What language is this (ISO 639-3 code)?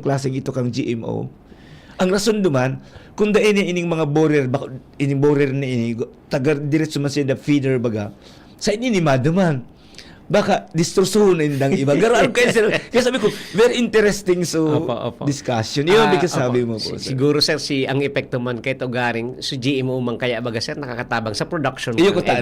bik